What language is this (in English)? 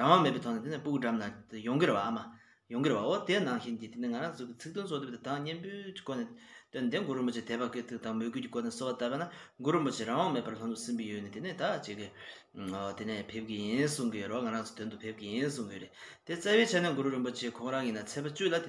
Tibetan